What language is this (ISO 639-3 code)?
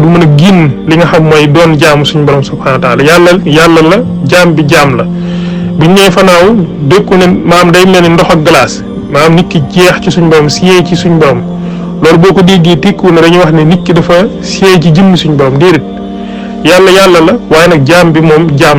wol